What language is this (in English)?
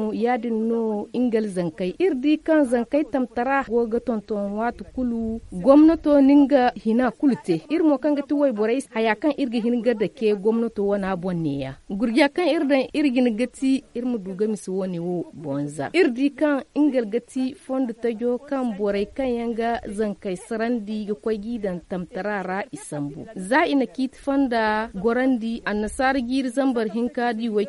Zarma